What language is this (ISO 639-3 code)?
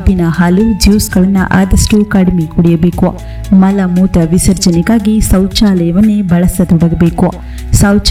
kan